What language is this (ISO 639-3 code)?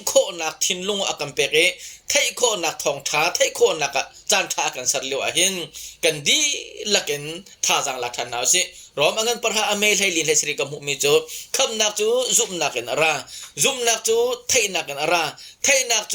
cnh